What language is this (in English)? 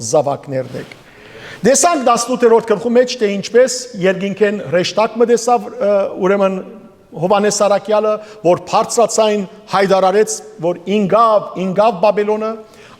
Western Armenian